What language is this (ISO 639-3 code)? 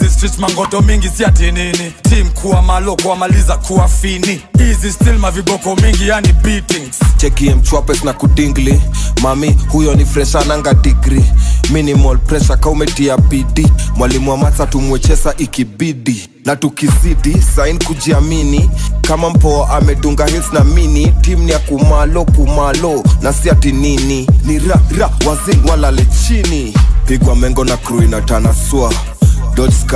swa